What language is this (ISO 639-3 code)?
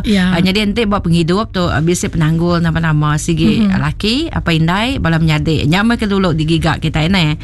iba